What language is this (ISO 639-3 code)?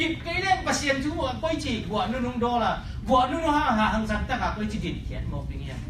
ctd